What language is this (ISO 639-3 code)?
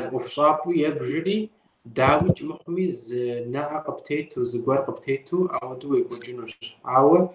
kbd